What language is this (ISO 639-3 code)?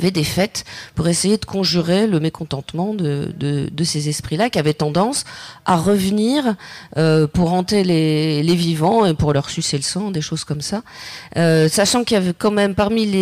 fra